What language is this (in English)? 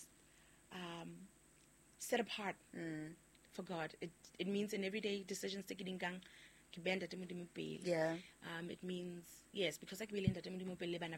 Southern Sotho